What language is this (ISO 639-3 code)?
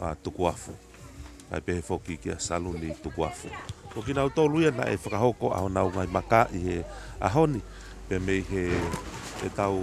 ton